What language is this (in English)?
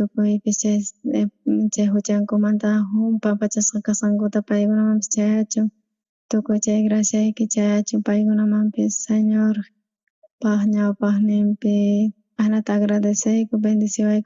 South Bolivian Quechua